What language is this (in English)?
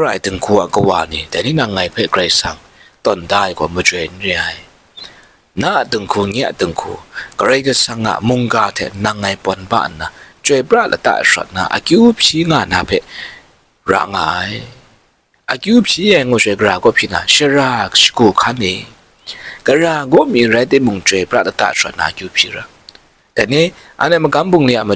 Kachin